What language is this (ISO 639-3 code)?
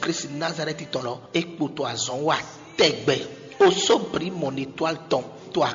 fon